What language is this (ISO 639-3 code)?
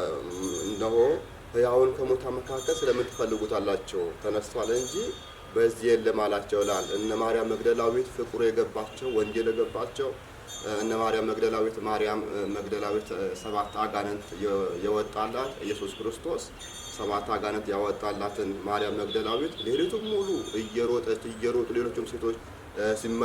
amh